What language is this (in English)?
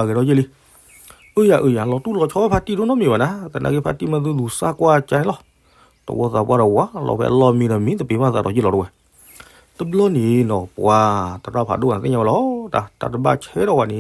S'gaw Karen